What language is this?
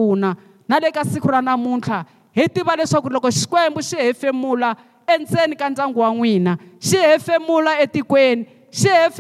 Tsonga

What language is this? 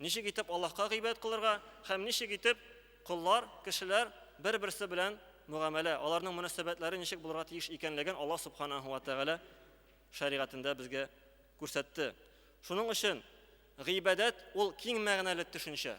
Tatar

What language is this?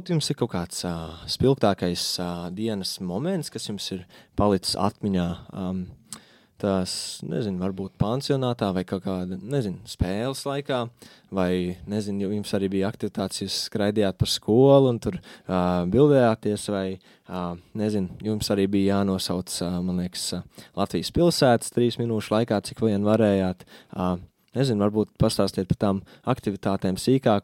Latvian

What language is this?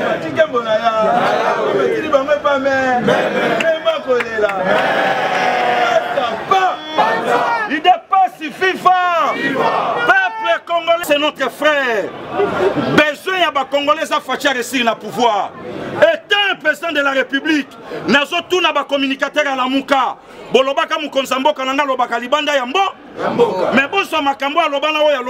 Lingala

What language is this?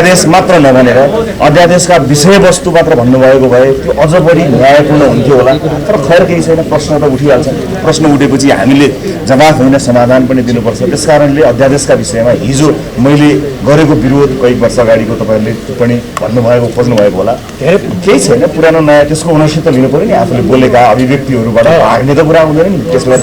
Nepali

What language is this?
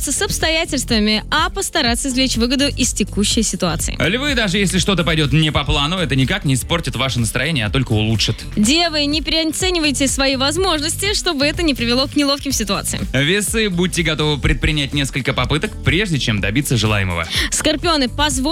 Russian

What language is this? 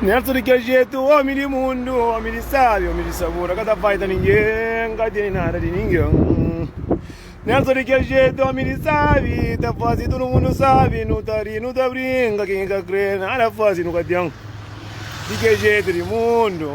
Kabuverdianu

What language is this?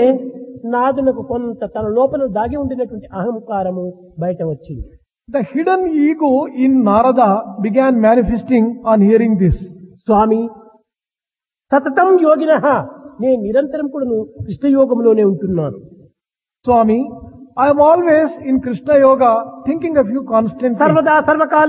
Telugu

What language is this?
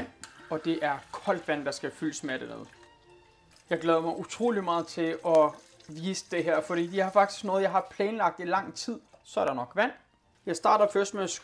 Danish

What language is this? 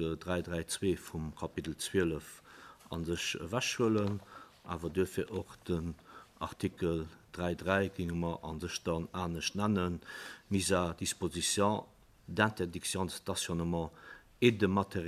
Luxembourgish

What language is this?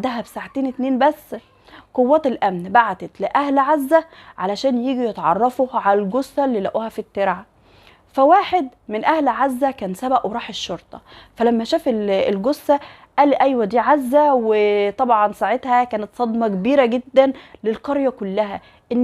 Egyptian Arabic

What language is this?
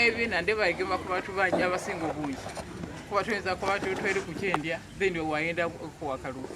Soga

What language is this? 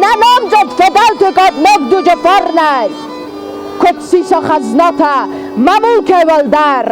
Ossetic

